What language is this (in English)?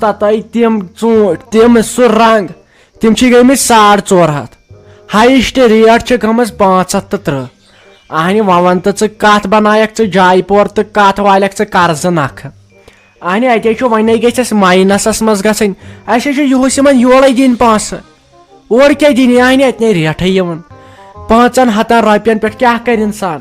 Kashmiri